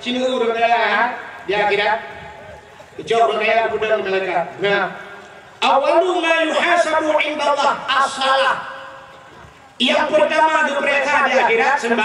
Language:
Achinese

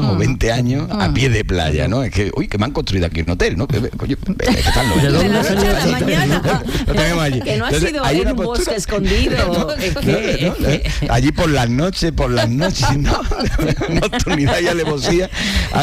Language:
Spanish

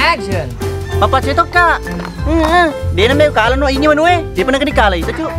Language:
Buginese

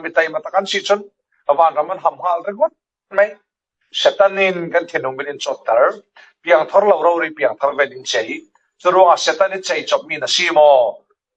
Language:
Falam Chin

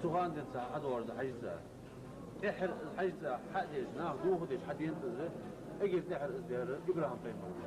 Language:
Ingush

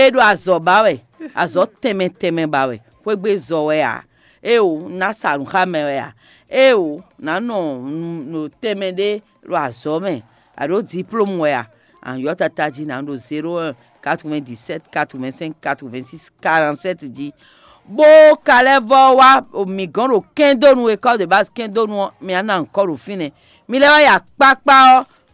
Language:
Fon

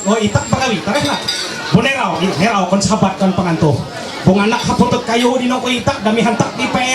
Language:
Ma'anyan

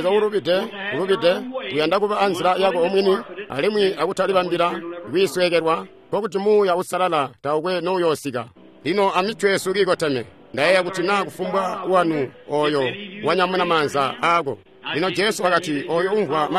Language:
Tonga (Zambia)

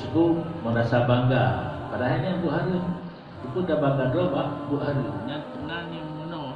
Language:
Achinese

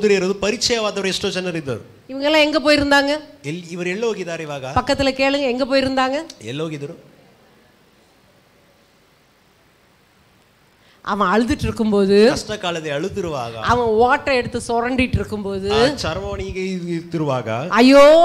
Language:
Tamil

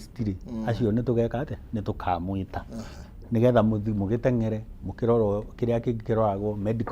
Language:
Kikuyu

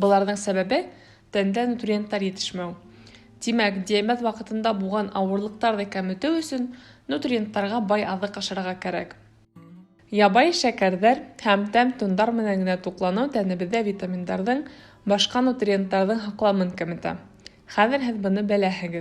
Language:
Bashkir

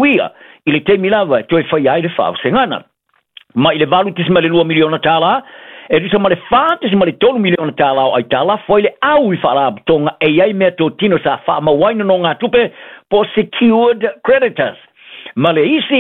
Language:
Samoan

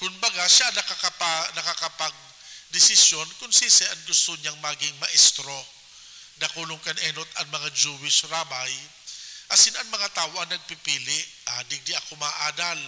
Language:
Bikol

